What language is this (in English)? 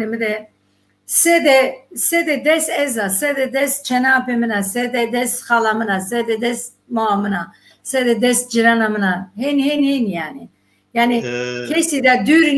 Zaza